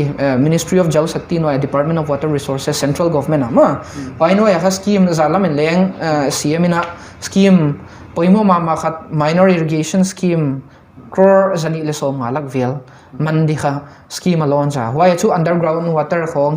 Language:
Paite Chin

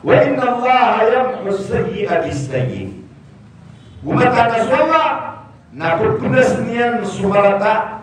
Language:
Maranao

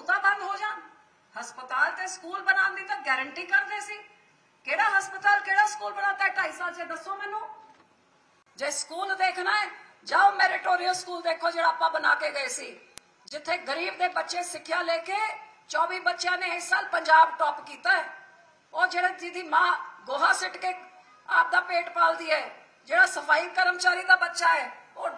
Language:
Punjabi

